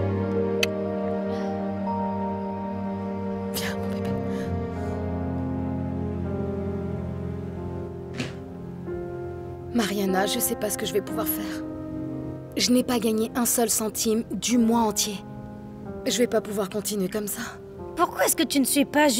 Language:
French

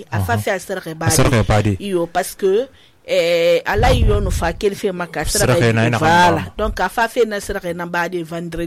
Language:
Susu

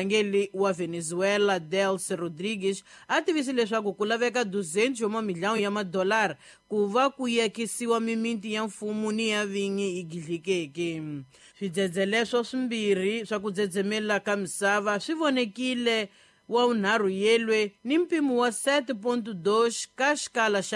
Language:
Tsonga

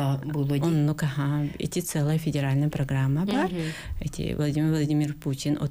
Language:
Yakut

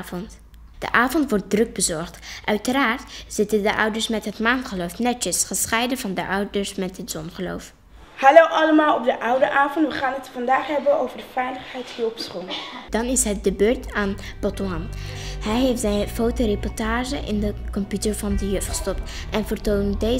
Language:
Dutch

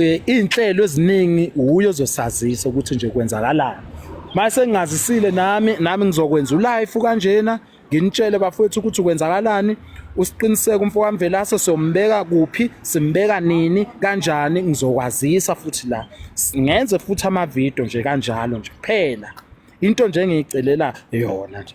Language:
Zulu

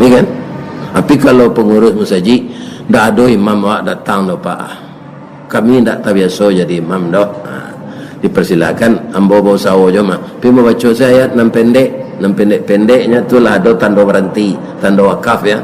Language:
Minangkabau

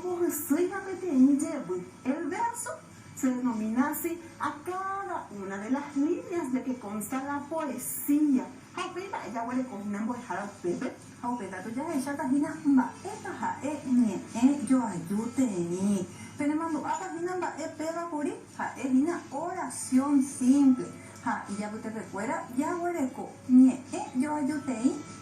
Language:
Guarani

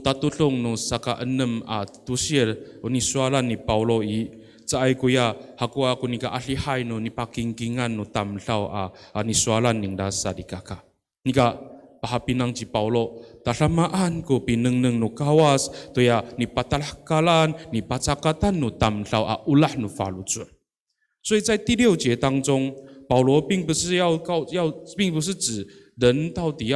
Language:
Amis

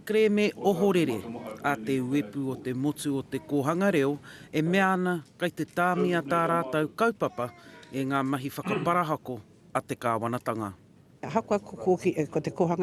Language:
Māori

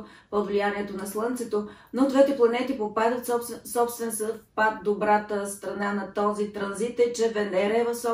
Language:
Bulgarian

